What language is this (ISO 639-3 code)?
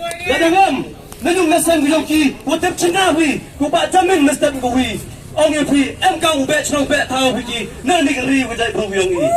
kha